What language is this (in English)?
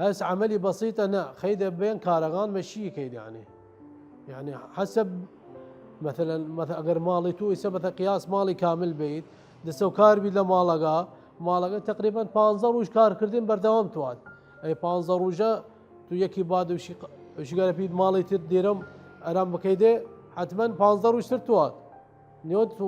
Southern Kurdish